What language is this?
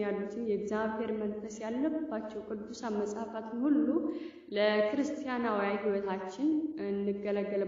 Amharic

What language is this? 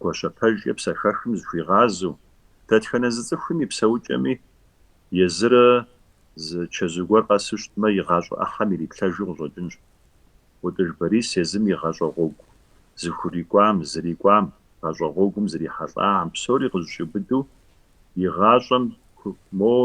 Kabardian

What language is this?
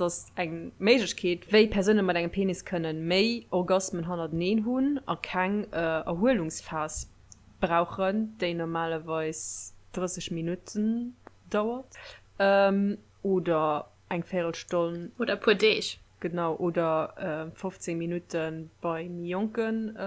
Luxembourgish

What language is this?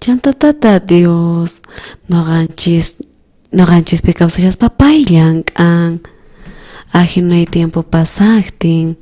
South Bolivian Quechua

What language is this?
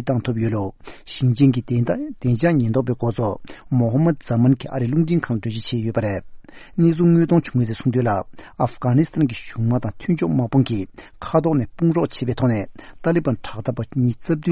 Tibetan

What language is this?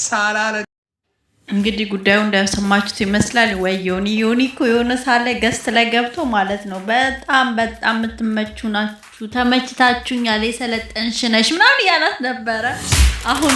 Amharic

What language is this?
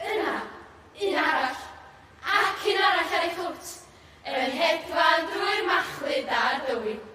Welsh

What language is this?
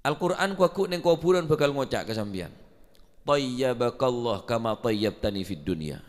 Madurese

